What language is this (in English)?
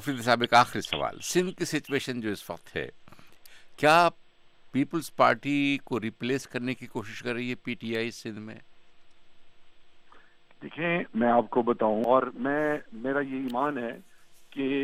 Urdu